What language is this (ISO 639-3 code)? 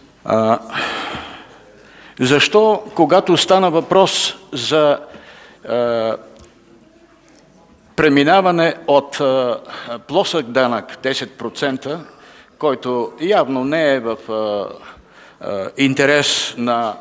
bul